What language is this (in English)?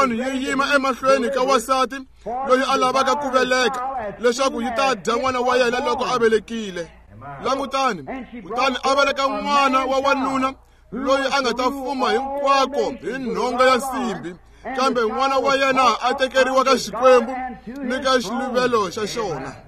Tsonga